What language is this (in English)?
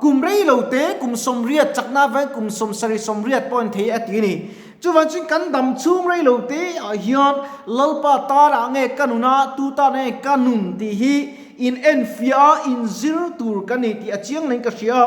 Mizo